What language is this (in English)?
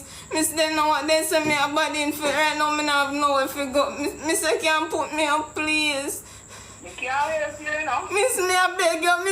Jamaican Creole English